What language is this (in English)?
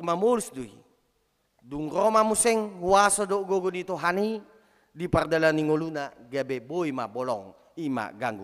Batak Toba